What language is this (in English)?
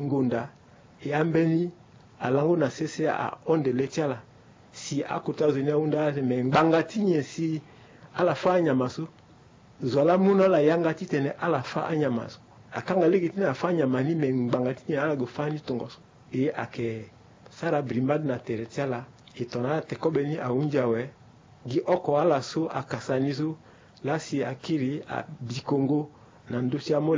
Sango